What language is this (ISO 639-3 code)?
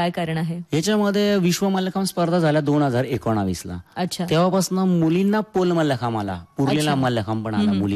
mar